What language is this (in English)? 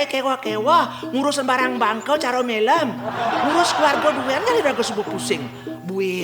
Balinese